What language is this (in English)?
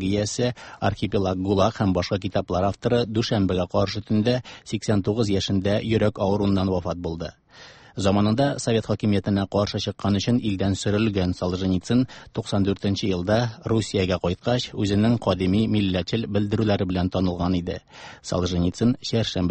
Tatar